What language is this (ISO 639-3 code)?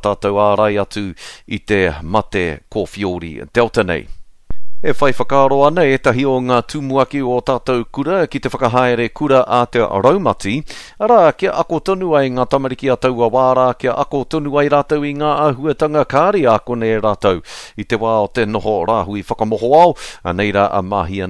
mri